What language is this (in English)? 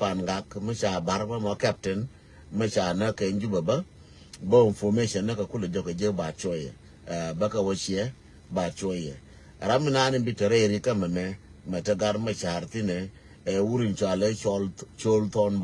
Nuer